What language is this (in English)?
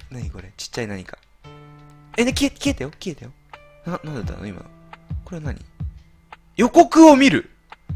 Japanese